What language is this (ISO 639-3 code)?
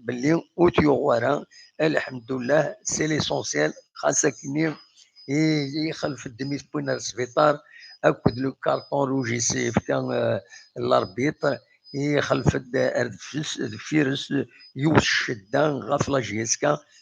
kab